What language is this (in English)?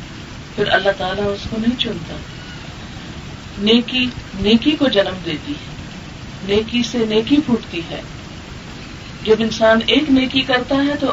Urdu